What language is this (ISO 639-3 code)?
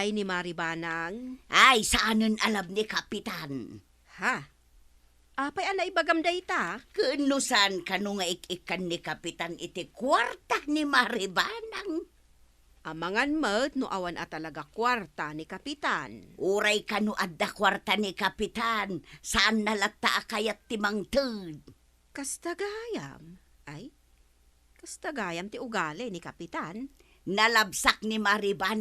ilo